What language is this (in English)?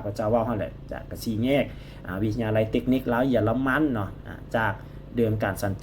Lao